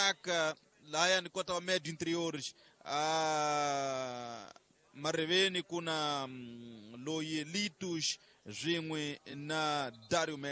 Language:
Tsonga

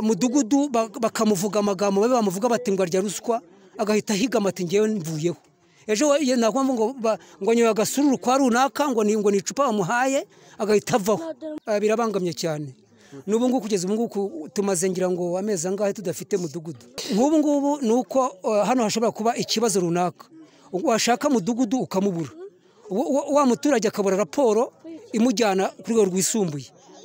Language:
Kinyarwanda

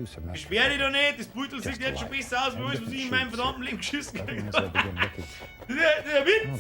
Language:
Bavarian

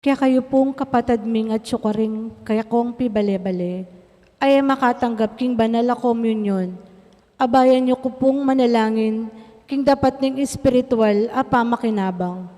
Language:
Pampanga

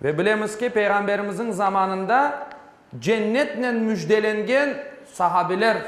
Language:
Crimean Tatar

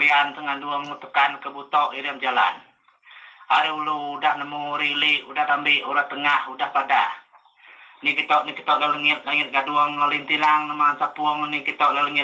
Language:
Iban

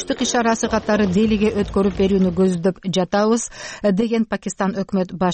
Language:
Kyrgyz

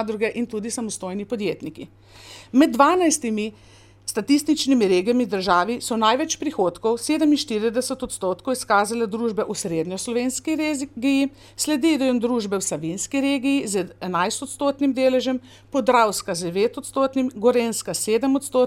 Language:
Slovenian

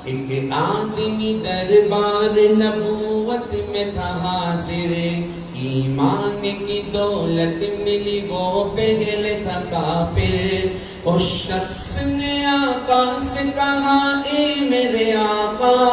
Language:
Urdu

